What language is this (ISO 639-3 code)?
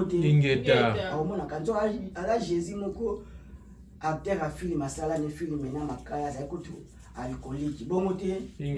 lin